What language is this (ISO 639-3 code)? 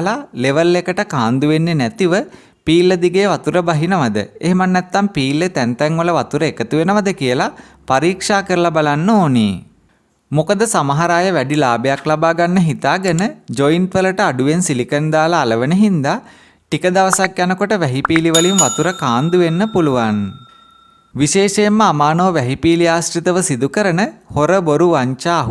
sin